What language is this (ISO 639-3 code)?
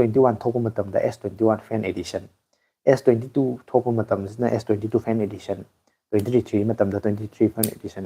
mni